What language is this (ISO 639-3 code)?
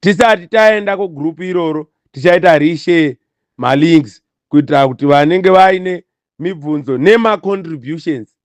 sna